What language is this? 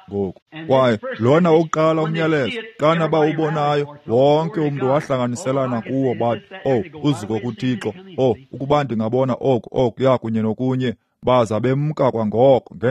Xhosa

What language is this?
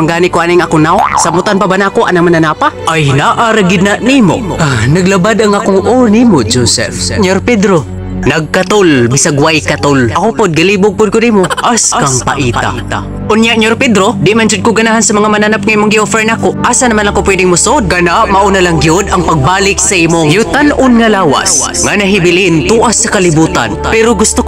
Cebuano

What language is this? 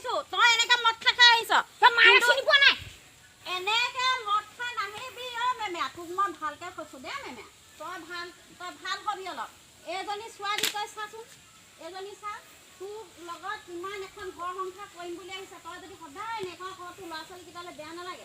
Assamese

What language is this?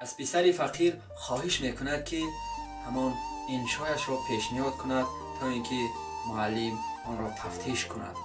Tajik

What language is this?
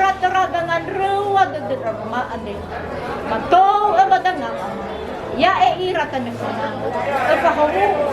Nias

